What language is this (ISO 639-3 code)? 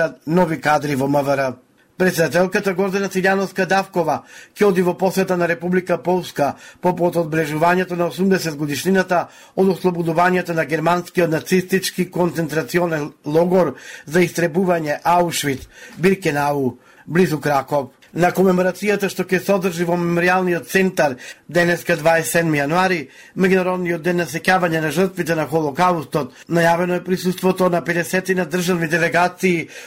mkd